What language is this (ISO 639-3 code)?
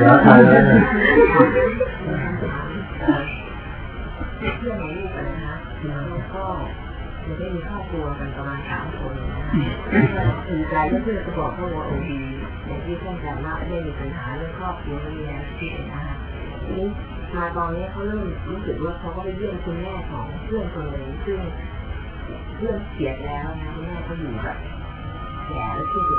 tha